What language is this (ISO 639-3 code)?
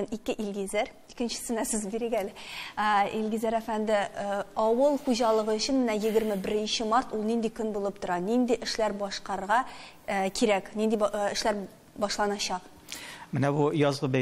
tat